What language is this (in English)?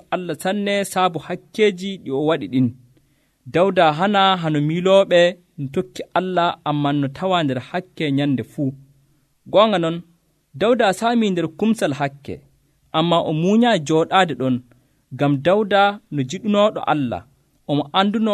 Nigerian Fulfulde